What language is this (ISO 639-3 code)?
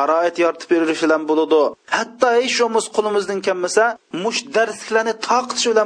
uig